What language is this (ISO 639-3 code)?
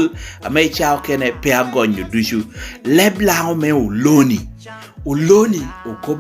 laj